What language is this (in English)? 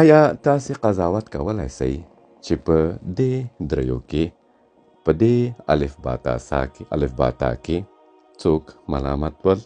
Pashto